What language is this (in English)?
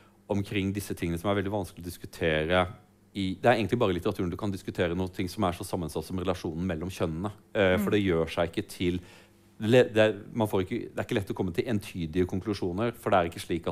Norwegian